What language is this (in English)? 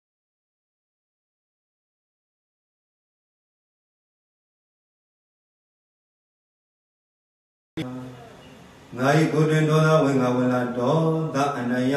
Burmese